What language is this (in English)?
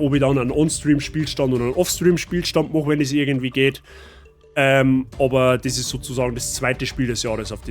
Bavarian